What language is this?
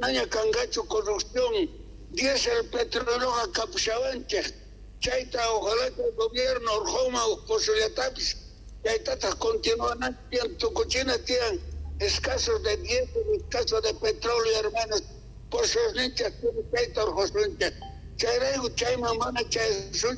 South Bolivian Quechua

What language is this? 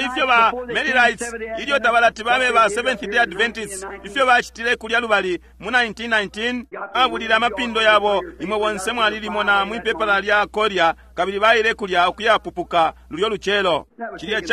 Bemba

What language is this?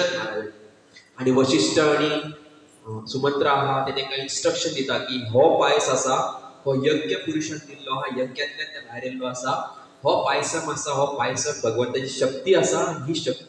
Konkani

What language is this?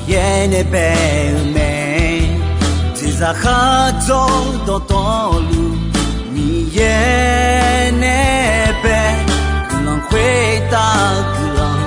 Akha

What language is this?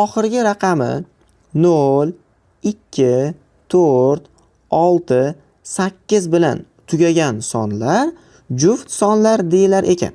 Uzbek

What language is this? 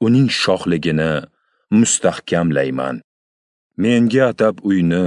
Uzbek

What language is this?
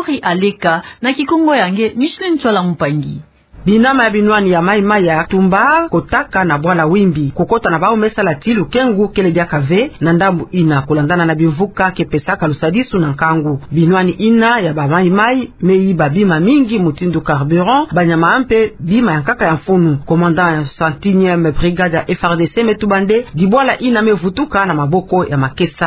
Kituba (Democratic Republic of Congo)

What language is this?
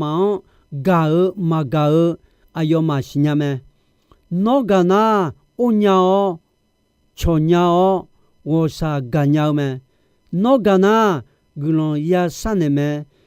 Akha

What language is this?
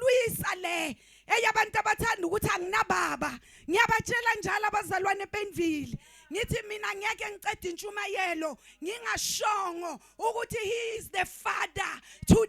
Zulu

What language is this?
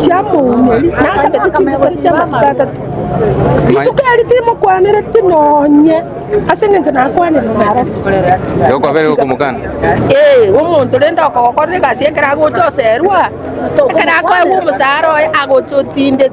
Gusii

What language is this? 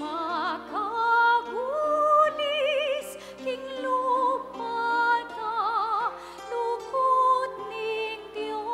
Pampanga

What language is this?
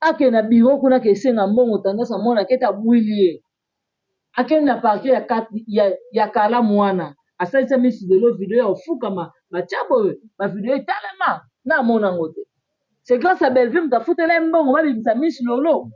Lingala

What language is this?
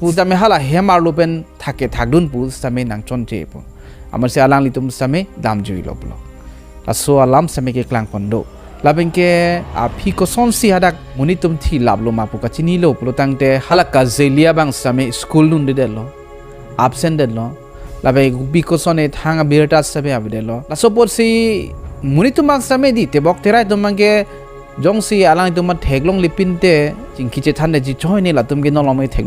Karbi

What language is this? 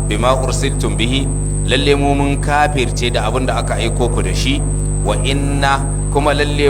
Hausa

